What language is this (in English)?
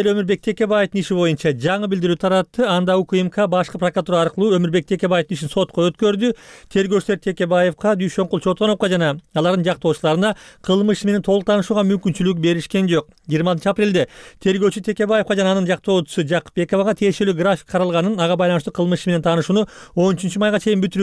Kyrgyz